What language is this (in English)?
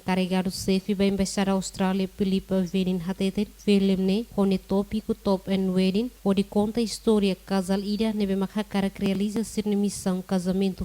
Tetum